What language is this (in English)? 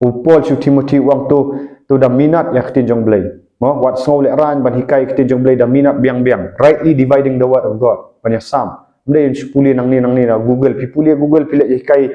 Khasi